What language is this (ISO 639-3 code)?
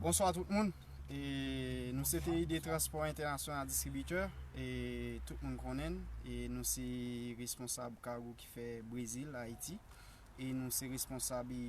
hat